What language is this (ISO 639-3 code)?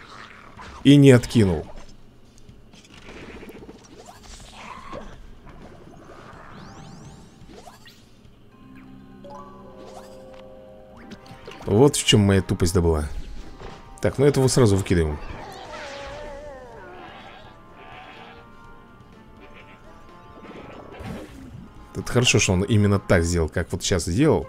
rus